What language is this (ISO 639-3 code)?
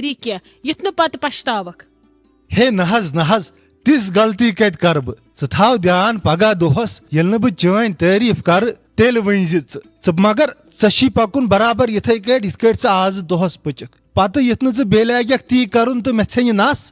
kas